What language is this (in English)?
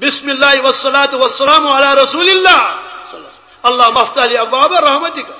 Kashmiri